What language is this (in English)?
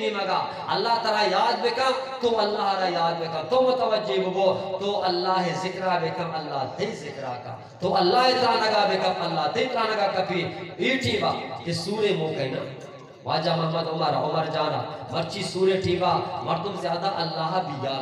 Eastern Balochi